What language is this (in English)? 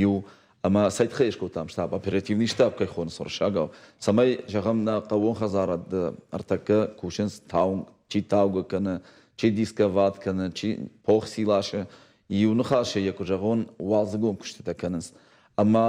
Ossetic